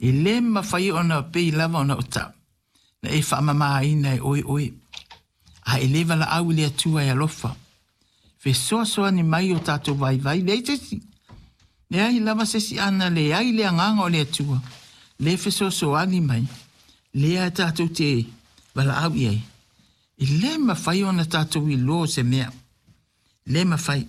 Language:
Samoan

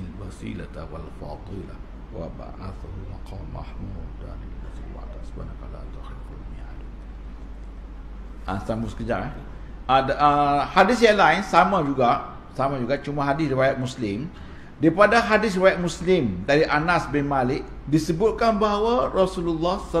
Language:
Malay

